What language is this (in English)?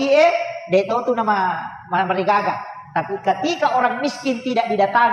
Buginese